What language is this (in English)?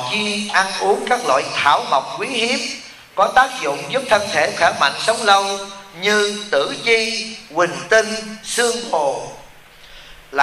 Vietnamese